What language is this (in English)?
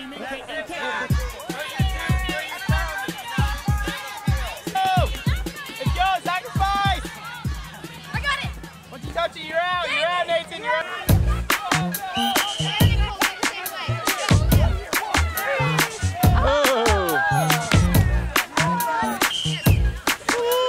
English